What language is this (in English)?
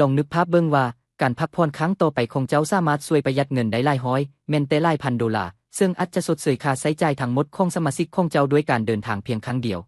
Lao